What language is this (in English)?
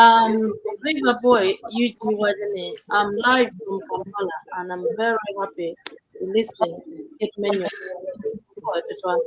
Acoli